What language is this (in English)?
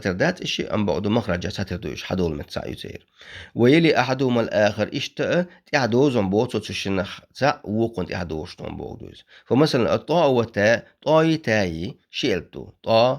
Chechen